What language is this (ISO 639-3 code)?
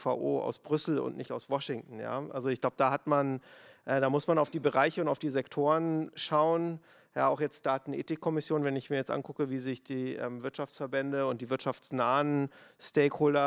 deu